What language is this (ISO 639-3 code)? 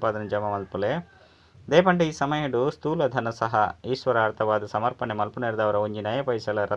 tcy